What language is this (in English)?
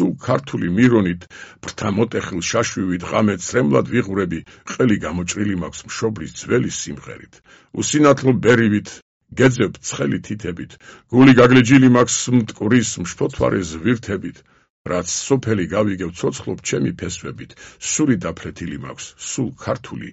Georgian